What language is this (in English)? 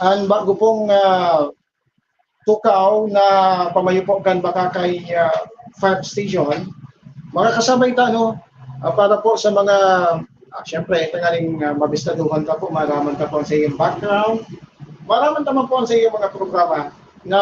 Bikol